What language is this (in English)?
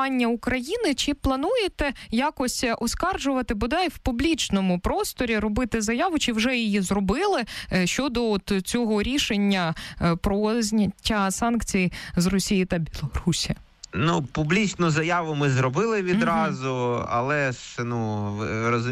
Ukrainian